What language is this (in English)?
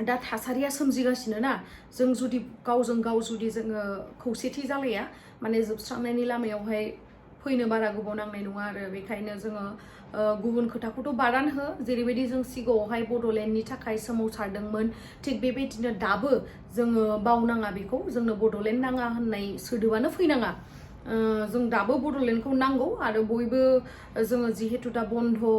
Bodo